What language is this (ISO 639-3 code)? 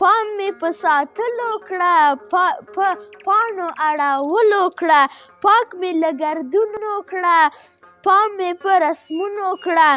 pus